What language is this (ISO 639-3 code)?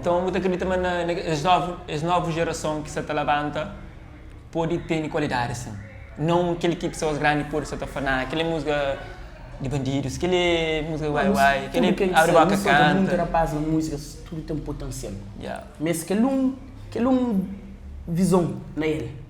kea